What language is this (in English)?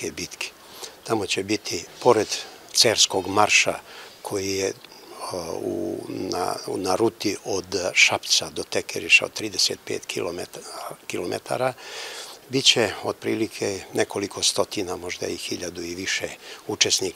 Serbian